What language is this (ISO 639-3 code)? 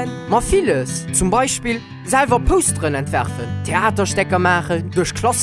ltz